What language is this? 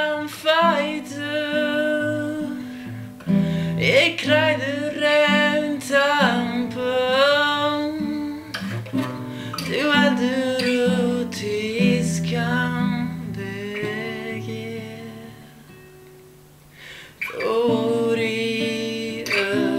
Icelandic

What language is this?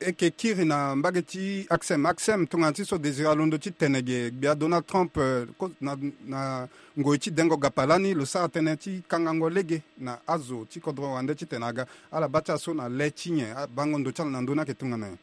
Sango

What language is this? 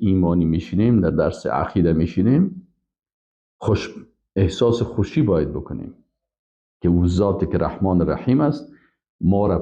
Persian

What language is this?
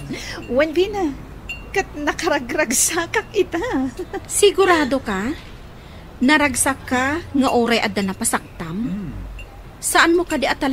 Iloko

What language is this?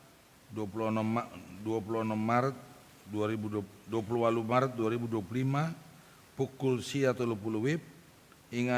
Batak Toba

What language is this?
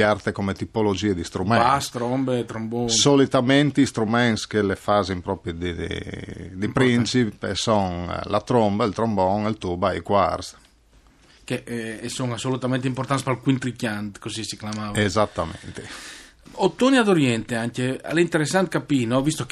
Friulian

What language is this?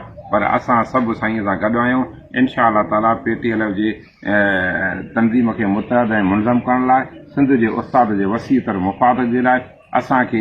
Sindhi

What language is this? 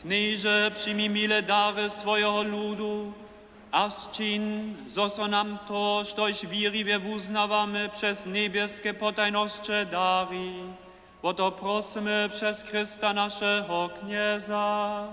Upper Sorbian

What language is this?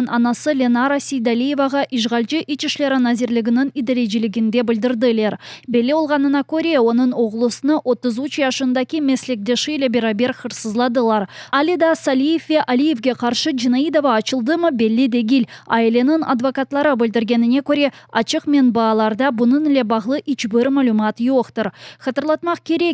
Crimean Tatar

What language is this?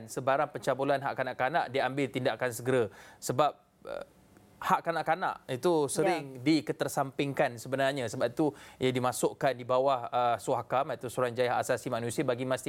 Malay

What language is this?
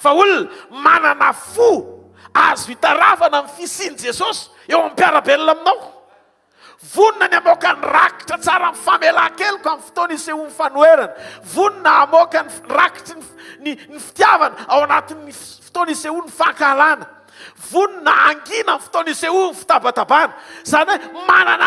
Malagasy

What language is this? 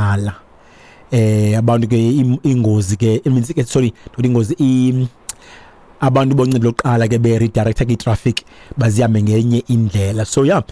Xhosa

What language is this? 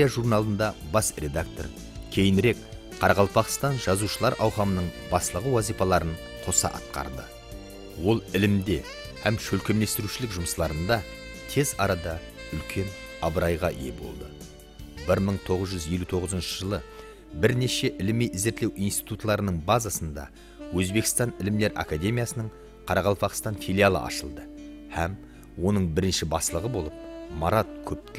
Kara-Kalpak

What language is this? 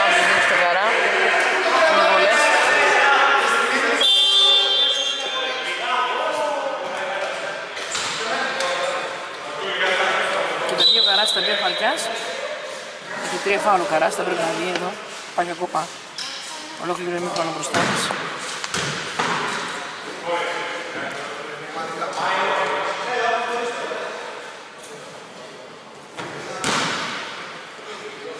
Greek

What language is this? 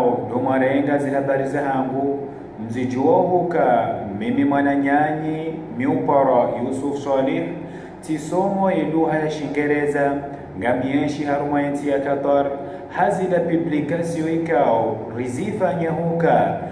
Ngazidja Comorian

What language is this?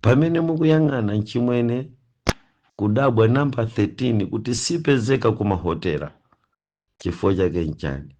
Nyanja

